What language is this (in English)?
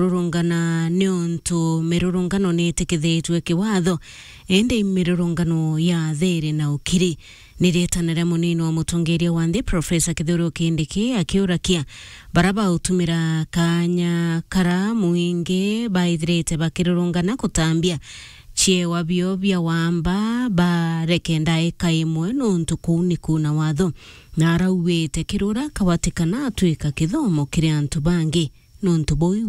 Meru